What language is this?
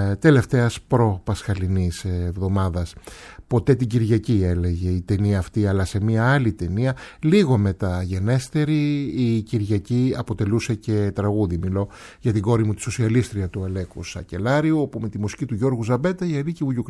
Greek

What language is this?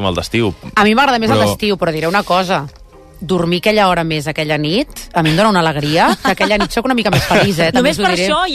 Catalan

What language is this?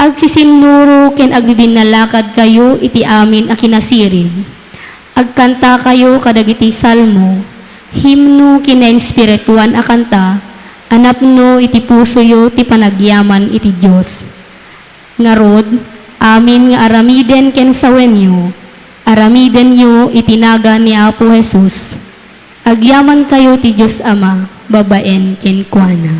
Iloko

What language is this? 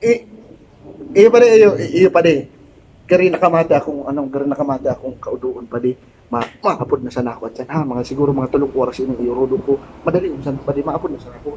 Bikol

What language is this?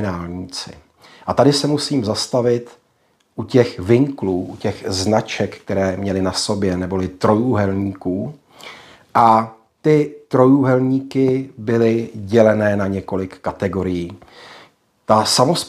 Czech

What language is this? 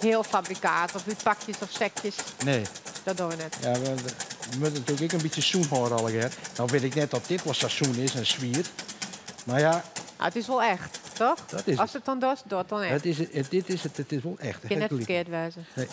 Western Frisian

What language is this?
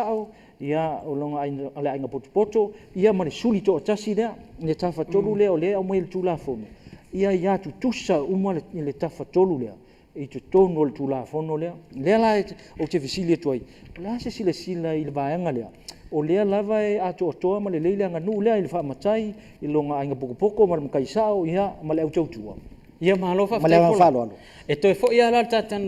Samoan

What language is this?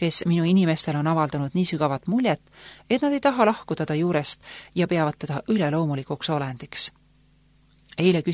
Estonian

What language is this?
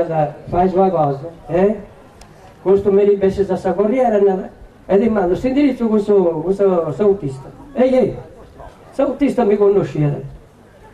Sardinian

